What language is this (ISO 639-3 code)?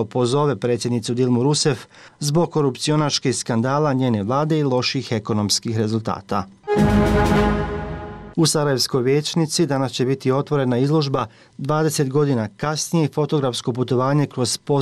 bos